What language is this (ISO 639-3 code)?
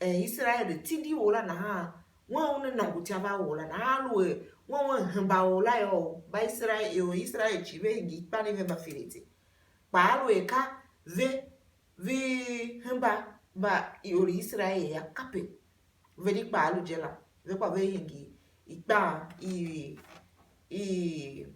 tiv